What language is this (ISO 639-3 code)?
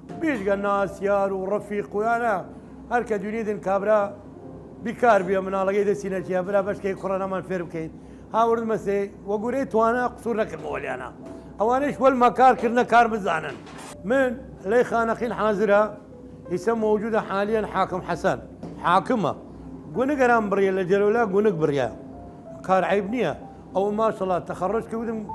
sdh